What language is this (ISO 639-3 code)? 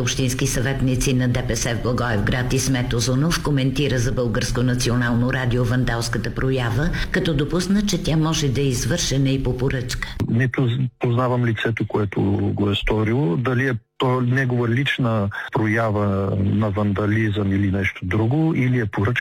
bul